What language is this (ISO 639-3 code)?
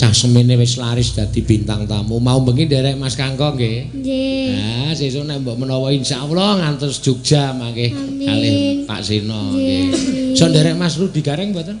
jav